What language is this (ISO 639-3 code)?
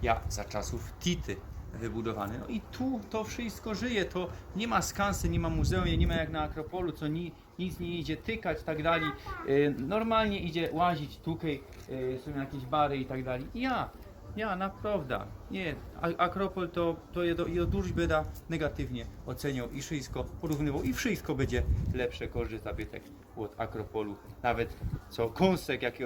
szl